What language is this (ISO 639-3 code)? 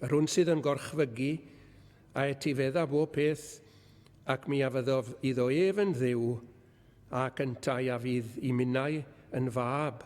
cym